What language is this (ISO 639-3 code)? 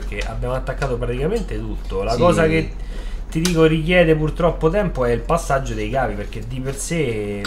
ita